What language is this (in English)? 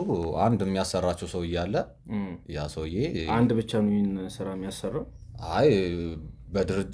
Amharic